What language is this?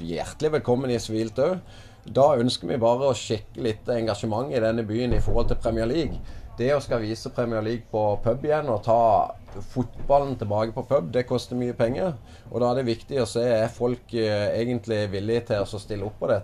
Norwegian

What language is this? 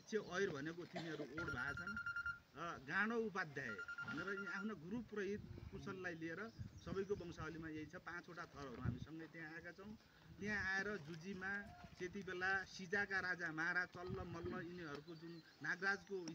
Nepali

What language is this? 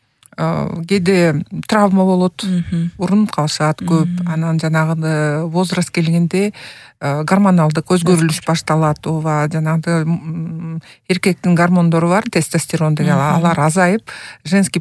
Kyrgyz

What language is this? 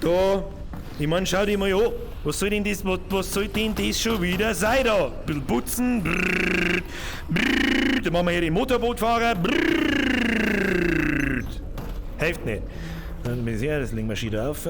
Bavarian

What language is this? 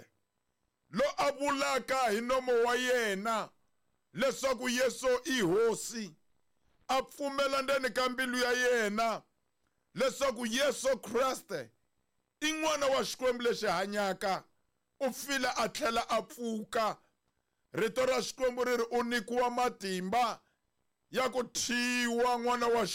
Tsonga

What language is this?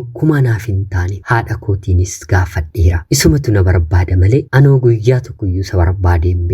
Oromo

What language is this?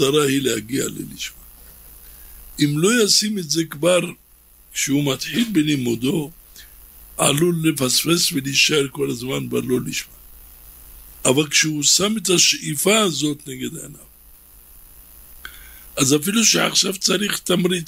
Hebrew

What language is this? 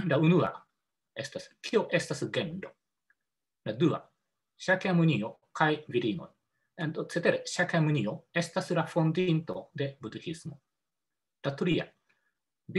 Esperanto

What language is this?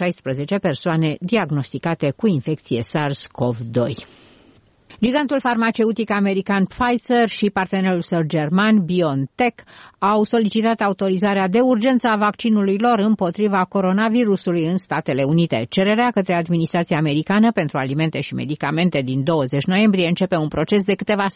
Romanian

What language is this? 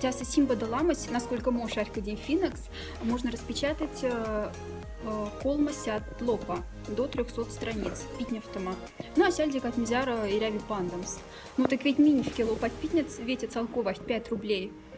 Moksha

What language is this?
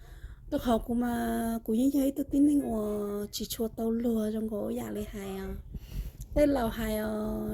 Hmong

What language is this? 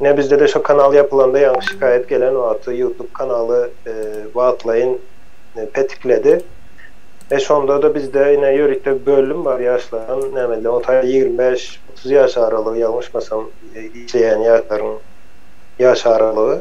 Turkmen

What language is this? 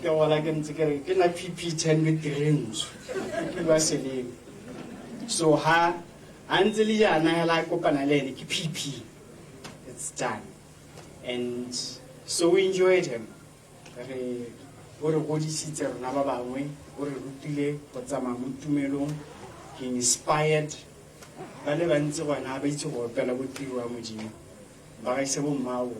Tswana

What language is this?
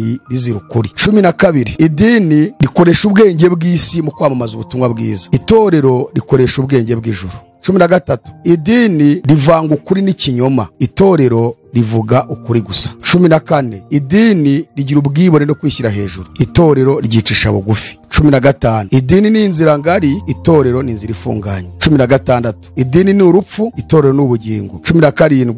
Kinyarwanda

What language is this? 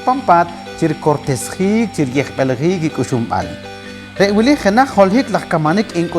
Poqomchi'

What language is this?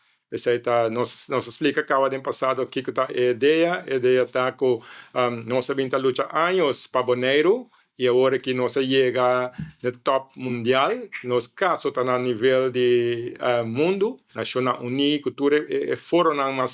Papiamento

